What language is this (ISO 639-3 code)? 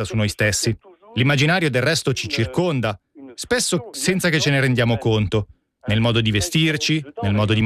ita